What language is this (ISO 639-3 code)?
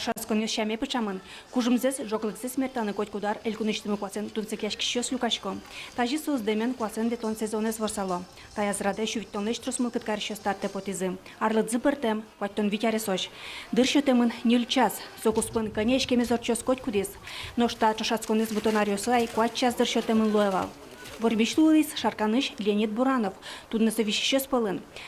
udm